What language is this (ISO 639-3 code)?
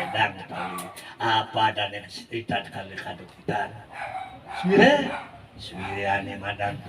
ban